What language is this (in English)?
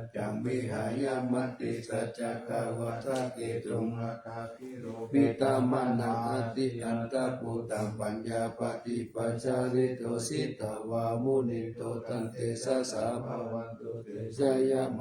Pali